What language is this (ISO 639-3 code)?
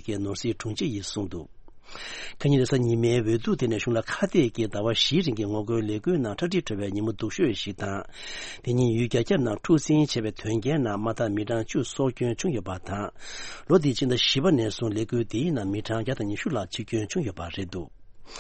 bod